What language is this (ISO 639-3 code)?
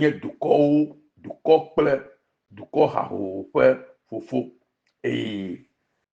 ewe